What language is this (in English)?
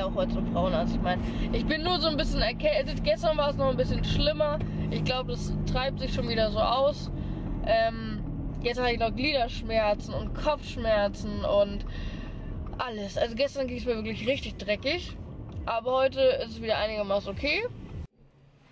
German